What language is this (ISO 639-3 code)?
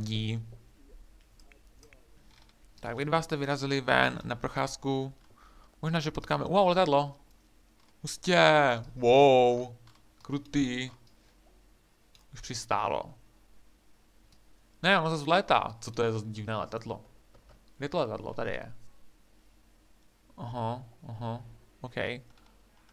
ces